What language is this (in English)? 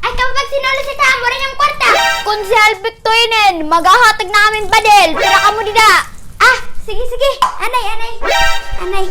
Waray